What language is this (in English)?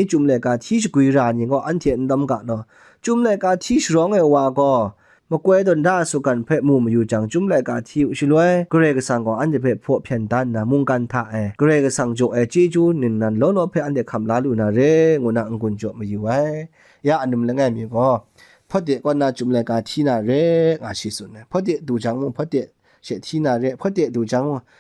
Kachin